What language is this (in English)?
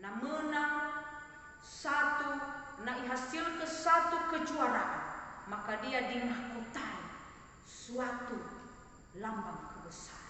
Nias